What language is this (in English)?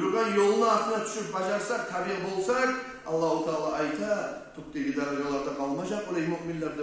Kumyk